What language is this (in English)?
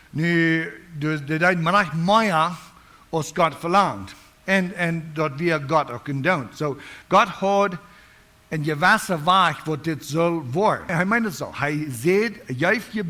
Plautdietsch